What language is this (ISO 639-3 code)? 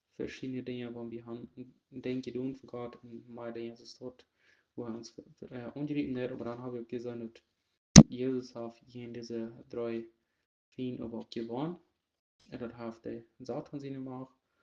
pdt